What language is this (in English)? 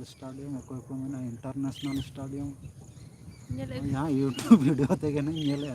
Santali